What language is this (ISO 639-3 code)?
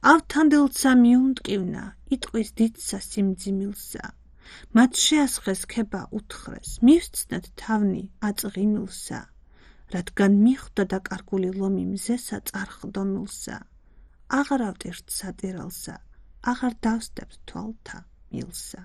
kat